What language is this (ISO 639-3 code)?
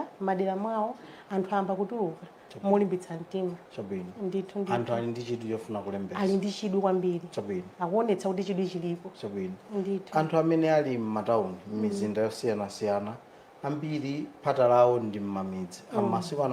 nya